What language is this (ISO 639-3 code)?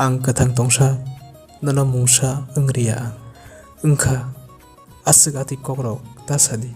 trp